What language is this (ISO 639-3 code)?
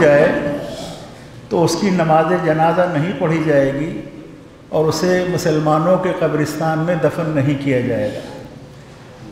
urd